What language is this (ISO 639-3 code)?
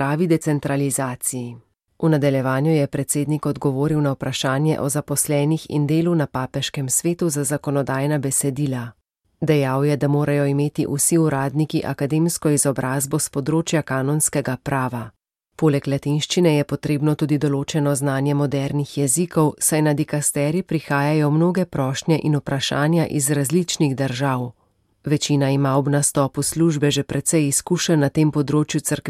slv